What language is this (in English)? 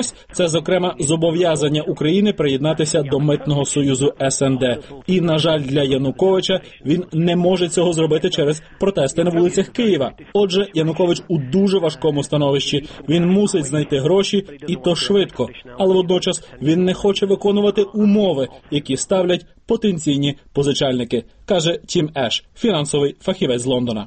Ukrainian